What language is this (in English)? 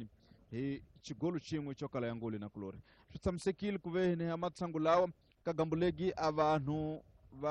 Tsonga